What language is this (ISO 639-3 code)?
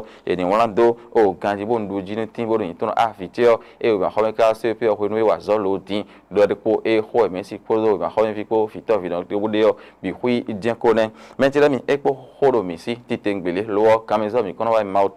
fon